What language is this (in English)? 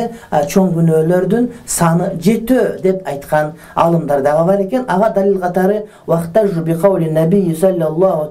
Kyrgyz